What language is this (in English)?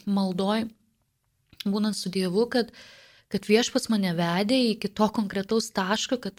Lithuanian